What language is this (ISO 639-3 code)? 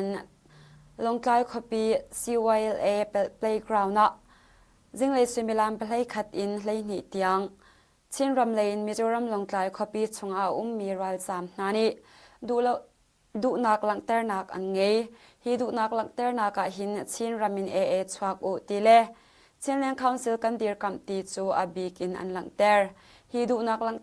cnh